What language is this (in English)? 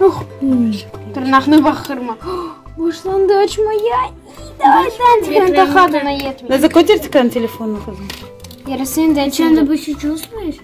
Crimean Tatar